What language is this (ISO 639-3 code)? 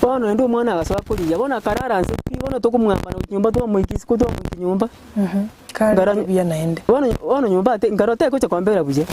guz